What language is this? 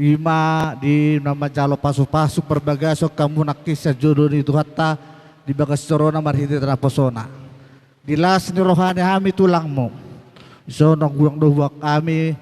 Batak Toba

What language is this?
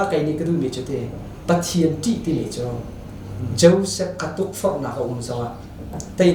Hakha Chin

